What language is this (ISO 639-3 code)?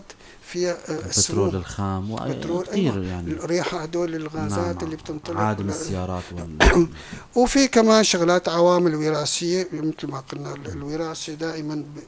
apc